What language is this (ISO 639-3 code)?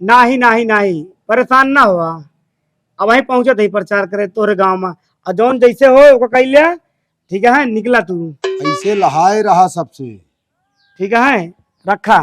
awa